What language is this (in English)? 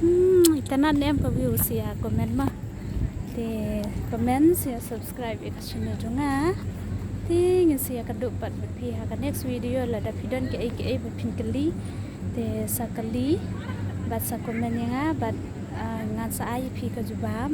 Khasi